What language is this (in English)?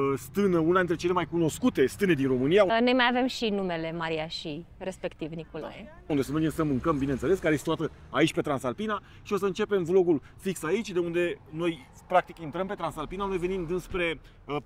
Romanian